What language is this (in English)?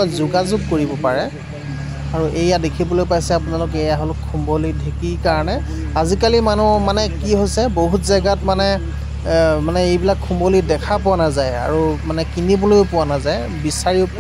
Assamese